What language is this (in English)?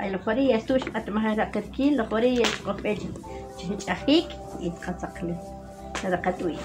Uspanteco